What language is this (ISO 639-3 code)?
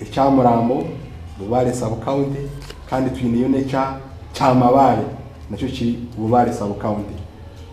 nyn